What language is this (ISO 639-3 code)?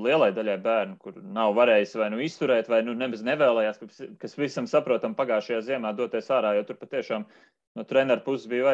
lav